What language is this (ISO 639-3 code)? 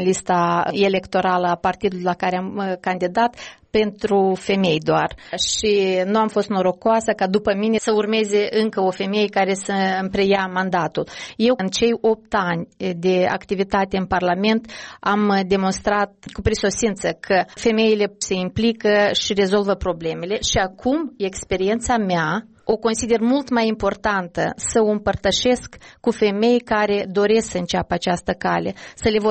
ron